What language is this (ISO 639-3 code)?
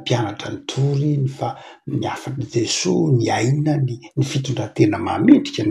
mlg